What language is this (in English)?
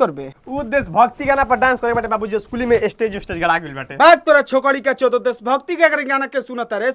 Bhojpuri